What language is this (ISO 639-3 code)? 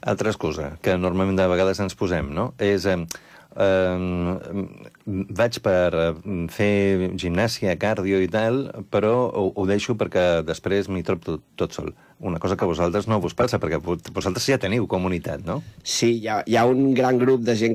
cat